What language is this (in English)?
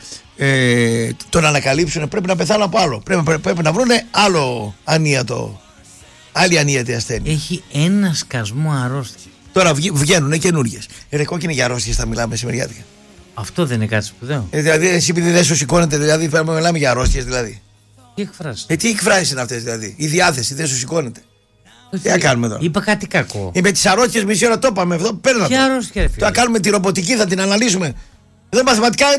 Greek